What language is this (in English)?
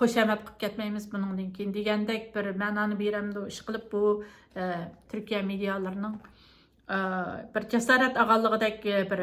Uyghur